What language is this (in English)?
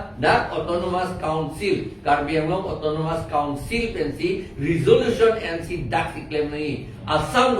Karbi